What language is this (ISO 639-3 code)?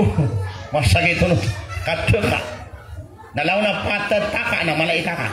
mrw